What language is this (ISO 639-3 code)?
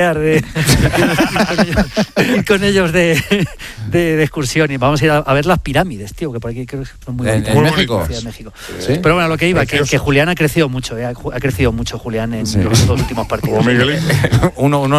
spa